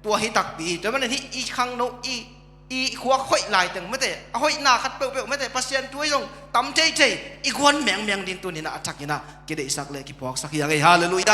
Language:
Tedim Chin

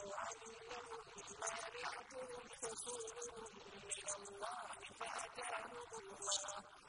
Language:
Arabic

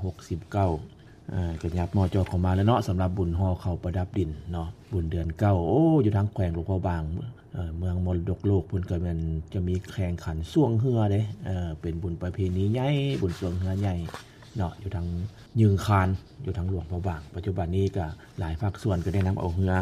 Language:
Lao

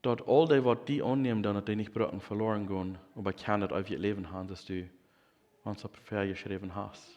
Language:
Plautdietsch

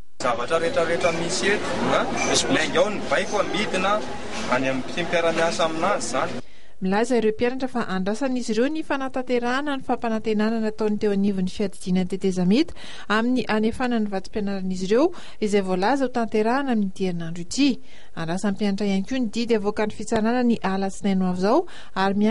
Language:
Malagasy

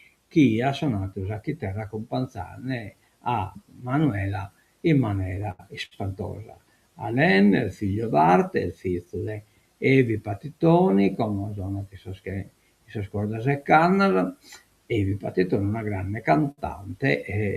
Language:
Sardinian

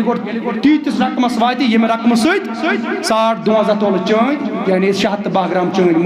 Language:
Kashmiri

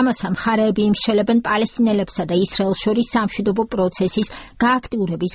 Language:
Georgian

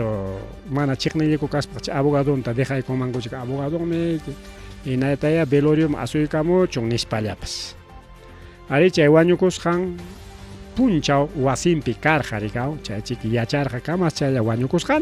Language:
Ayacucho Quechua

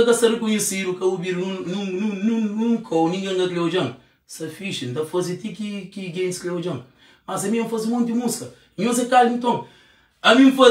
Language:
Kabuverdianu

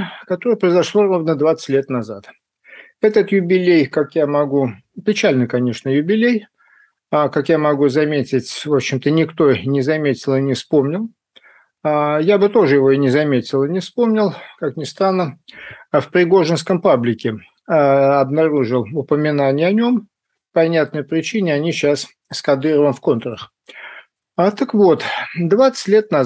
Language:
Russian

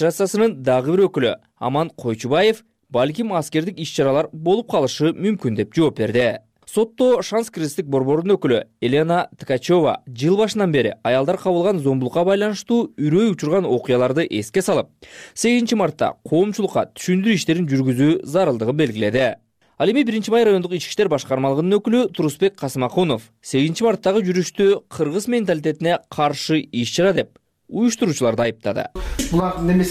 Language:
Kyrgyz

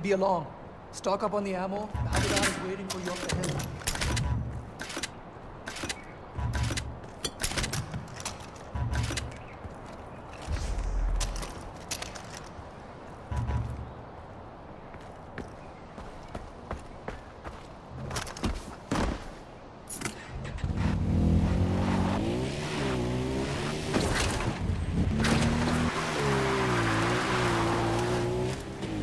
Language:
English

